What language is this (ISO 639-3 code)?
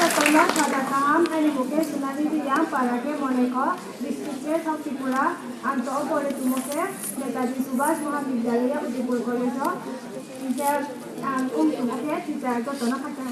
ria